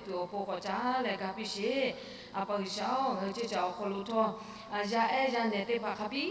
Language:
Lahu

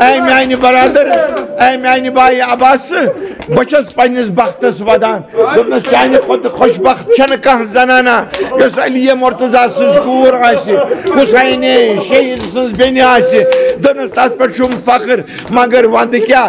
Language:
Kashmiri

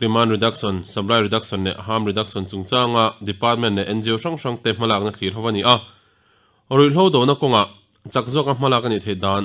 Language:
Mizo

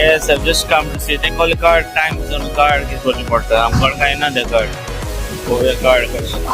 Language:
Konkani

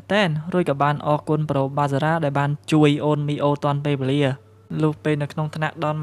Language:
Khmer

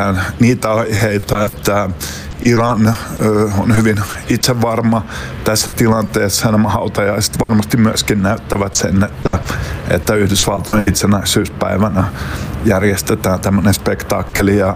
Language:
Finnish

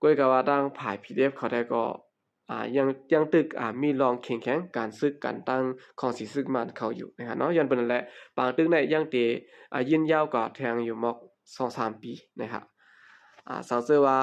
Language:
Shan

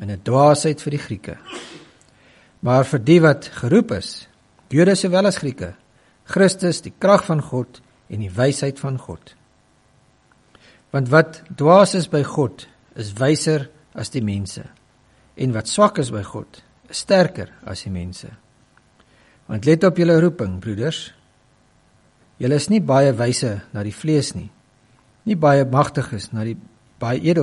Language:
Afrikaans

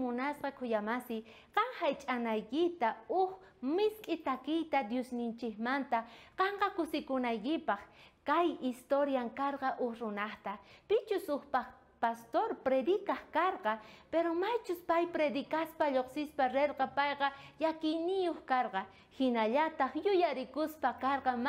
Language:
South Bolivian Quechua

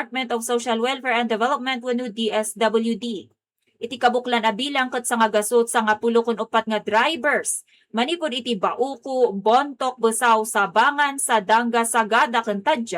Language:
Iloko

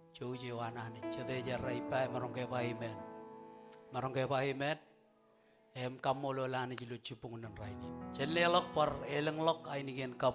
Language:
Marshallese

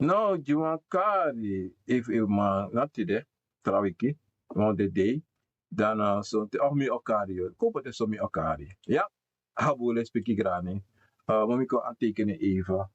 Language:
Sranan Tongo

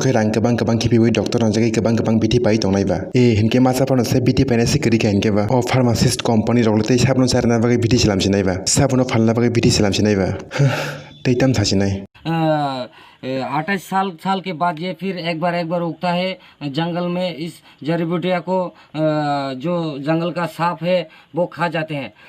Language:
Kok Borok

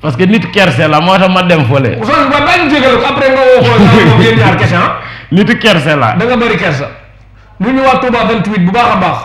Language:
Wolof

